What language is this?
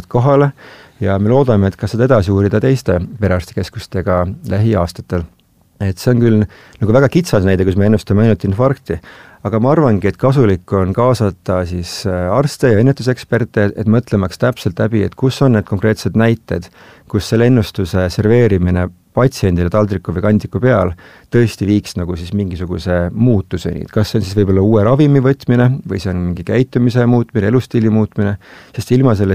Estonian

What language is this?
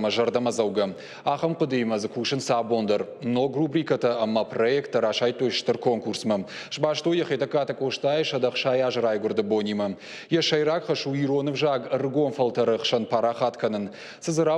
Ossetic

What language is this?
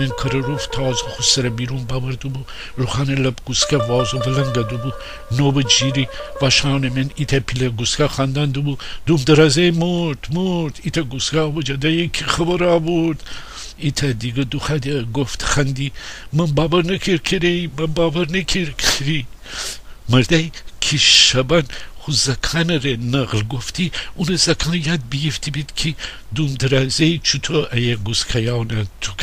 Gilaki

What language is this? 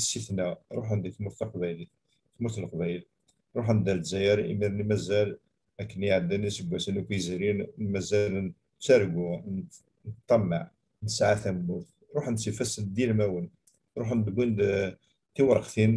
Kabyle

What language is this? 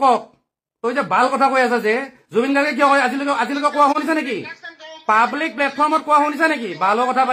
Assamese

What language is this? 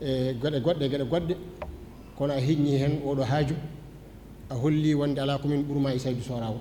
Fula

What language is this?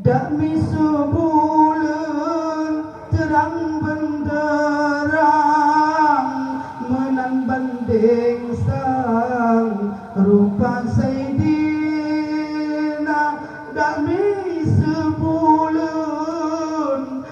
Achinese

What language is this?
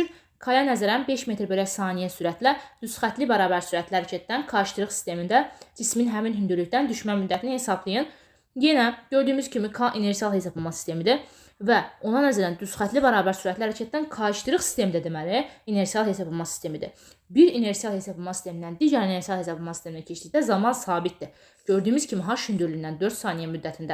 Azerbaijani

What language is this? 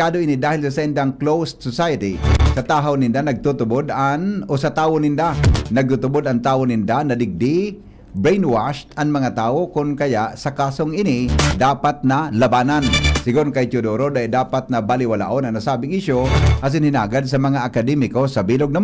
Bikol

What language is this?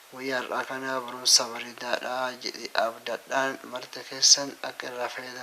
Oromo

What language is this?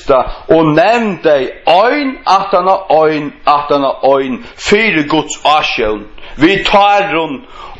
Faroese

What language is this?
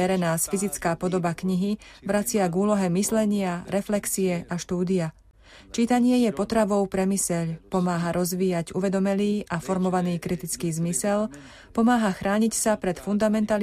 Slovak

